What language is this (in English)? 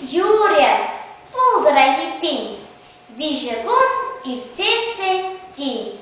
Chuvash